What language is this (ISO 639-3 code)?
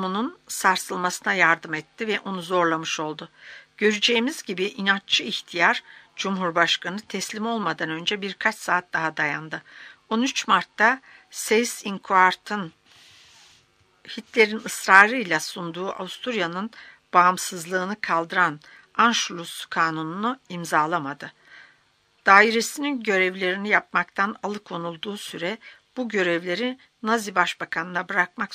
tur